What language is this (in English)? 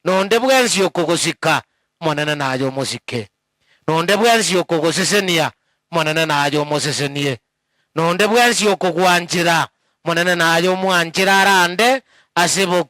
Gusii